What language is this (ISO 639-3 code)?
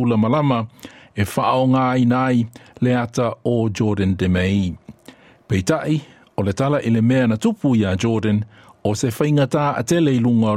smo